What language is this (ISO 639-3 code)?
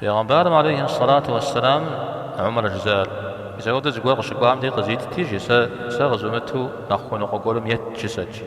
kbd